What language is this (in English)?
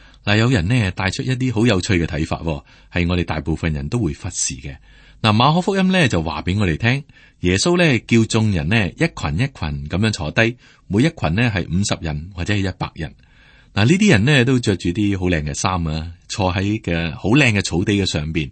Cantonese